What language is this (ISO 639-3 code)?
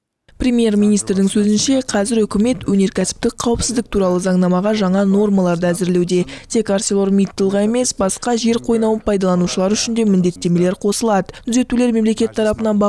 kaz